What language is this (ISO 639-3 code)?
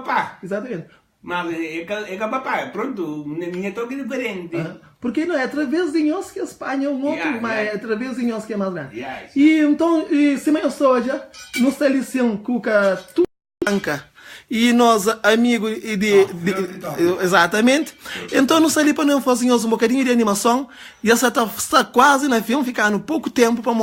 kea